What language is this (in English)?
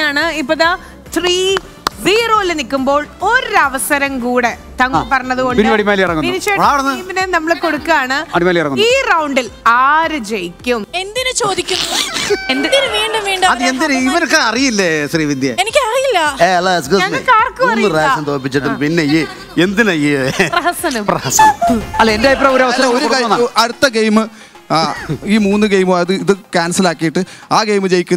Malayalam